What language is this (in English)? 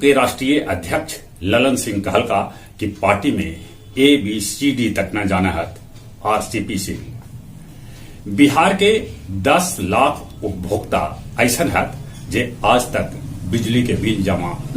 Magahi